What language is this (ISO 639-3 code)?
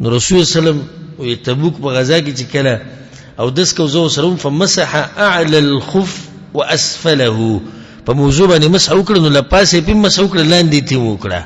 pus